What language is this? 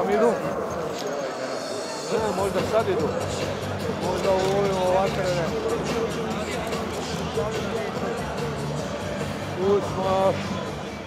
Croatian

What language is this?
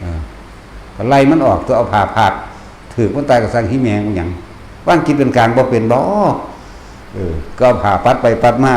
Northeastern Thai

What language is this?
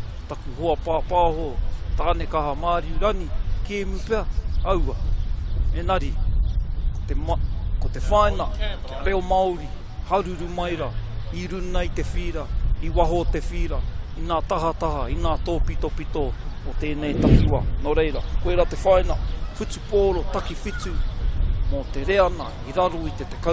Māori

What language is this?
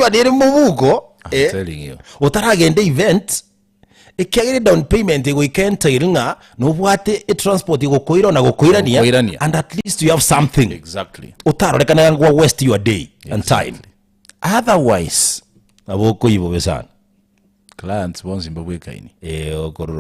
Gusii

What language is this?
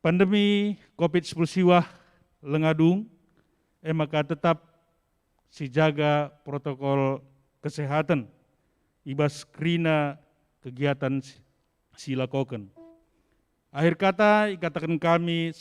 Batak Karo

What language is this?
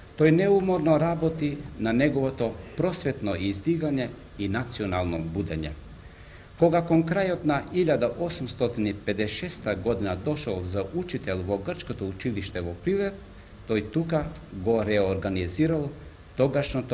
Macedonian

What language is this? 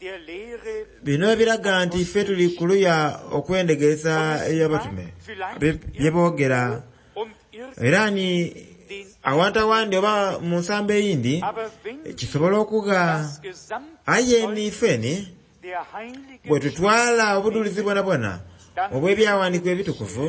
Soga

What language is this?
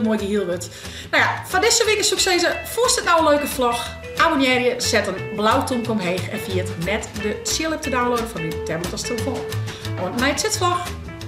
Western Frisian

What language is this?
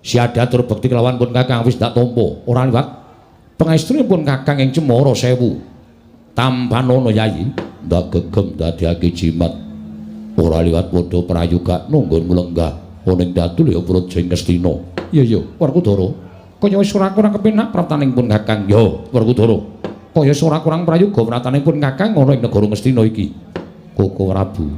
Javanese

